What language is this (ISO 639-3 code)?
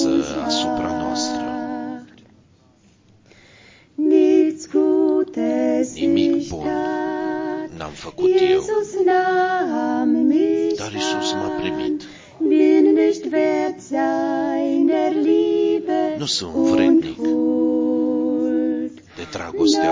ron